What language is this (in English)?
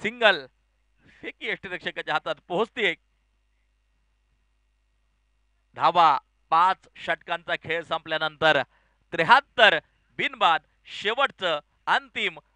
Marathi